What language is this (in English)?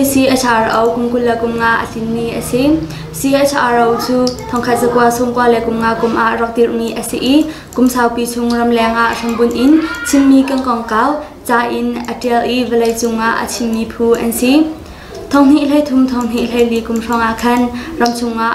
Hakha Chin